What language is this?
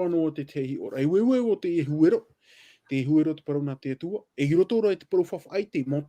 Tahitian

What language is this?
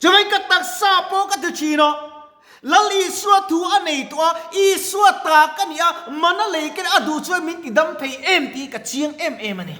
Mizo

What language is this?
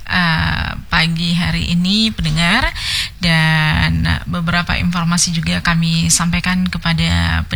Indonesian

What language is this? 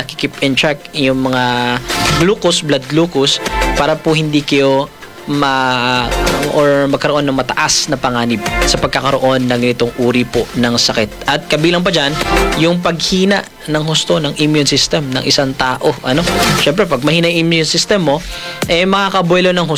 Filipino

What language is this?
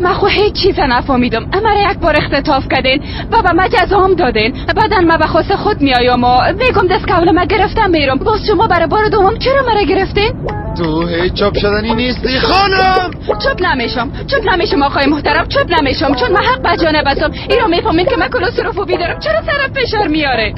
Persian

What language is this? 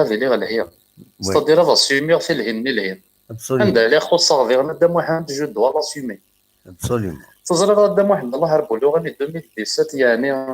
Kabyle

